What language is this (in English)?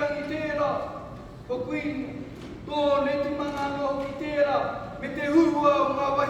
Māori